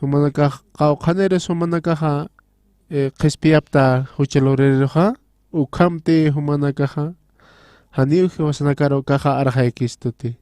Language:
Aymara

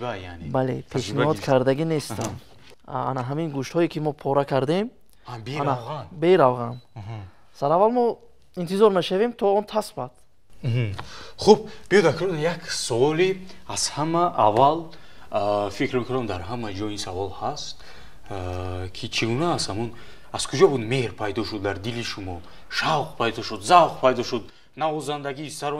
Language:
Tajik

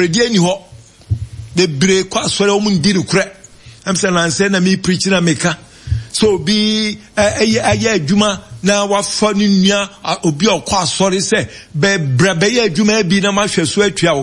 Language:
Akan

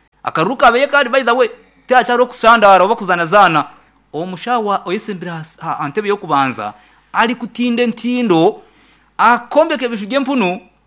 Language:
Nyankole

